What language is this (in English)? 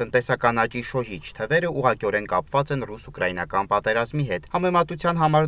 Armenian